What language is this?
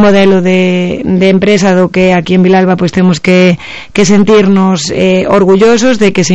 Galician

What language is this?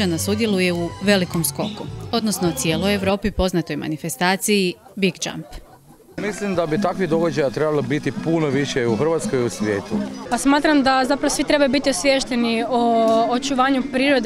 Croatian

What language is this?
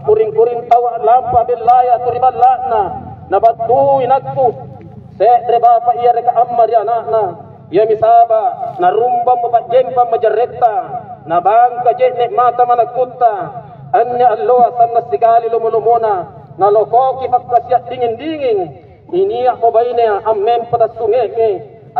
Makasar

